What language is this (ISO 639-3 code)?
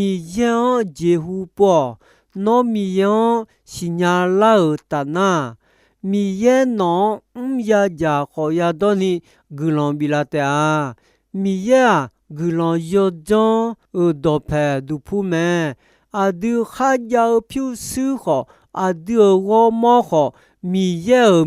ahk